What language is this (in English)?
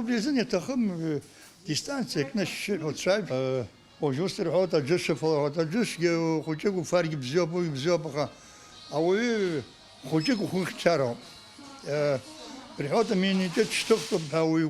Abkhazian